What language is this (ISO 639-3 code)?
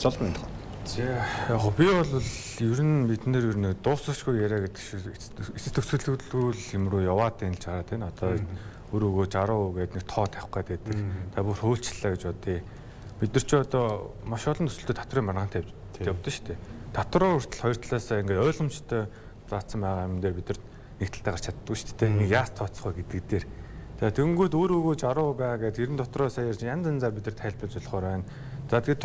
mon